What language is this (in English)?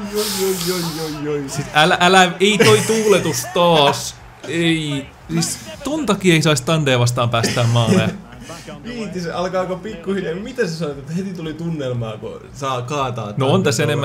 Finnish